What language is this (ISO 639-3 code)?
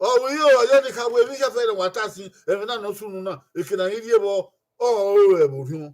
bin